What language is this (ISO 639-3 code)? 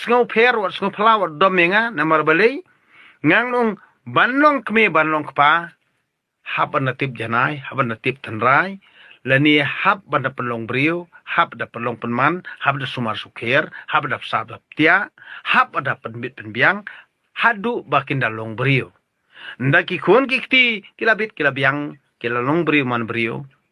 kha